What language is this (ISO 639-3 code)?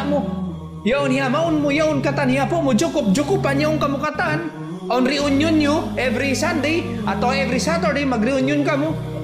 tsg